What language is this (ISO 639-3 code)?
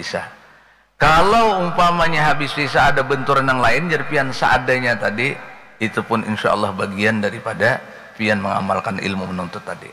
bjn